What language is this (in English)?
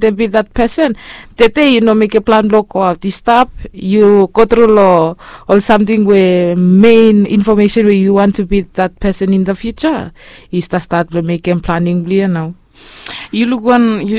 Bislama